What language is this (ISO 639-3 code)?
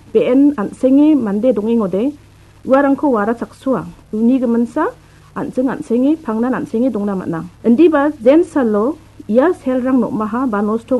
grt